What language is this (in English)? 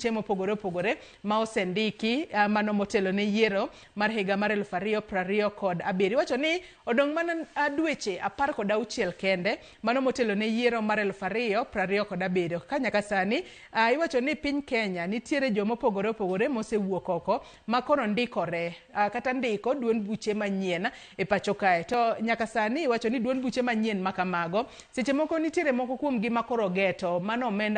Luo (Kenya and Tanzania)